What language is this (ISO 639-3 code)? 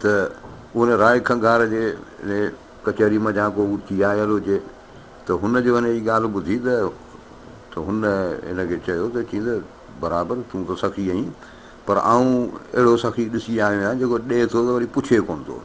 snd